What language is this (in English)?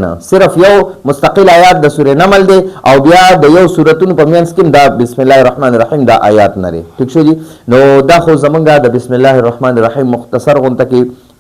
Pashto